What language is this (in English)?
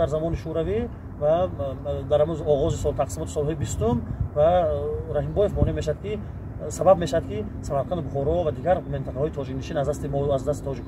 Tajik